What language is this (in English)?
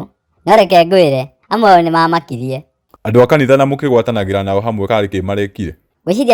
Kikuyu